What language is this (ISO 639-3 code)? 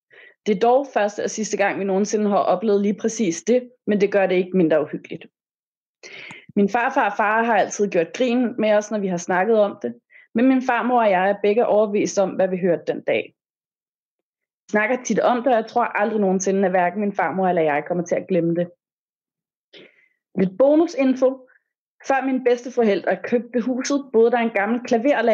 dan